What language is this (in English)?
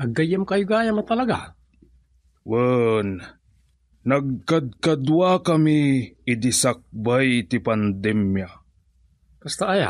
Iloko